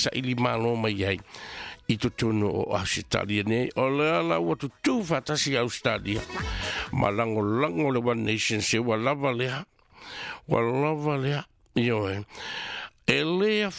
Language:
Samoan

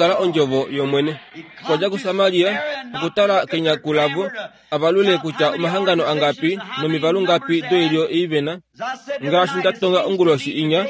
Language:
Kuanyama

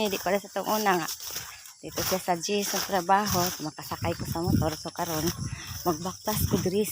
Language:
Cebuano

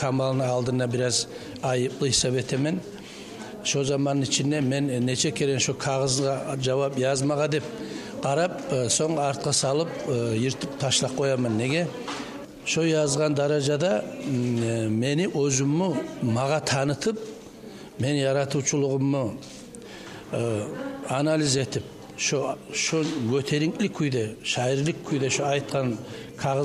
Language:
Kumyk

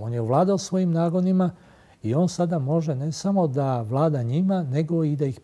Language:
Serbian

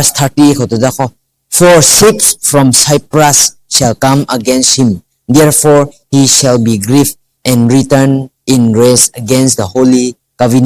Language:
Rongmei Naga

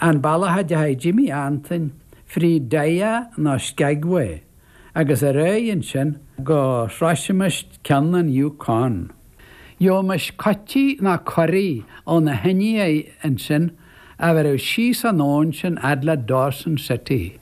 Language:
Irish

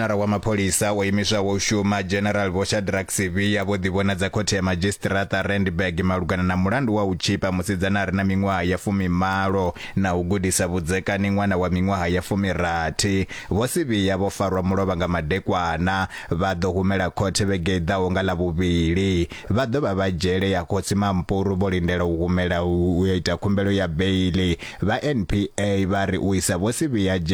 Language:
Venda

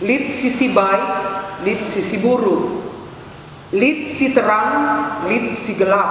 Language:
Batak Karo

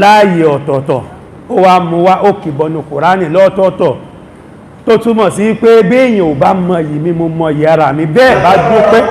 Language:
Yoruba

